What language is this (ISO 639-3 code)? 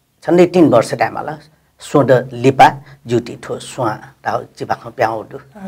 new